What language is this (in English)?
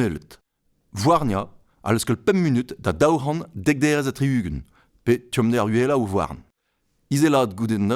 Breton